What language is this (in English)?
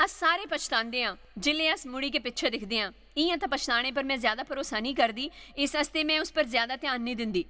Dogri